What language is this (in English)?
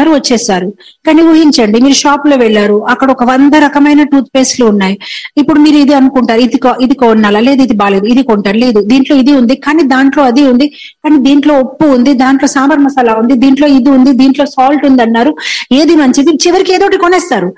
Telugu